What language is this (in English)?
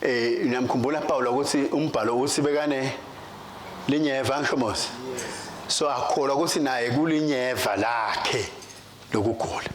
Swati